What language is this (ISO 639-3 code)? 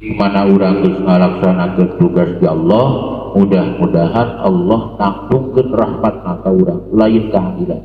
sun